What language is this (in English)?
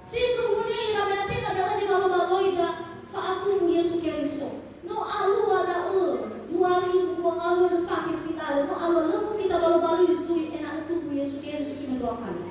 Nias